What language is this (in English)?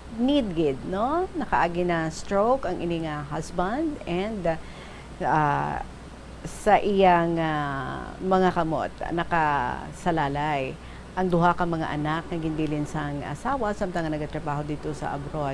Hiligaynon